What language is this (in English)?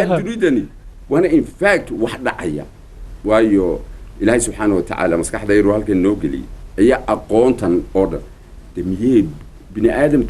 Somali